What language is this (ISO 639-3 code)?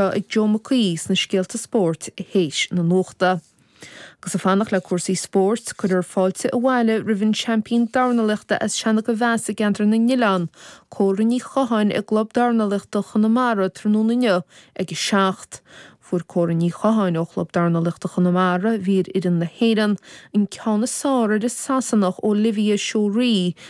gle